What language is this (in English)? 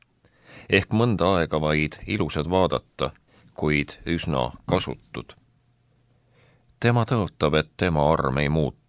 Estonian